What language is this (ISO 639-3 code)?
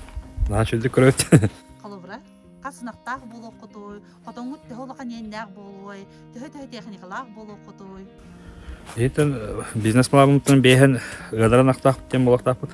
sah